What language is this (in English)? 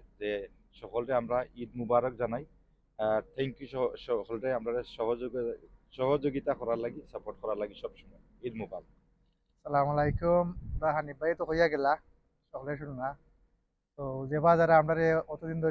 Sylheti